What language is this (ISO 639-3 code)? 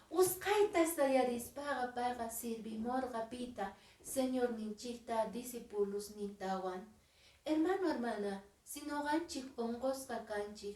que